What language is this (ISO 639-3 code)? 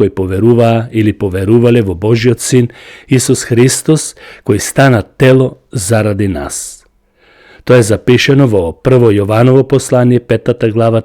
mkd